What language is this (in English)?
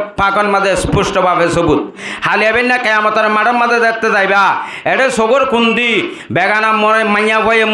Rohingya